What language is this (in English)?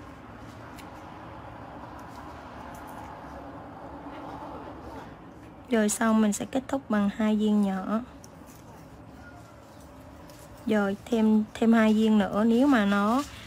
Vietnamese